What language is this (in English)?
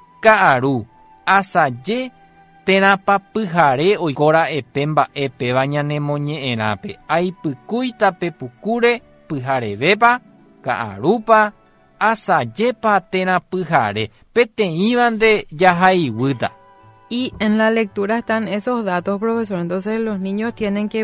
Guarani